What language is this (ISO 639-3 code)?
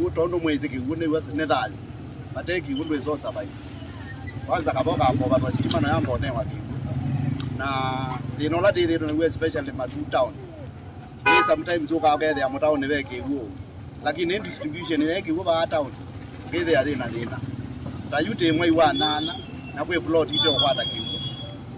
kam